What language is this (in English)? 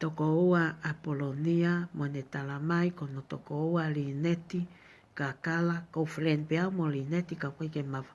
Tongan